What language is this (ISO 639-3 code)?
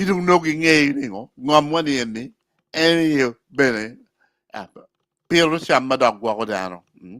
ach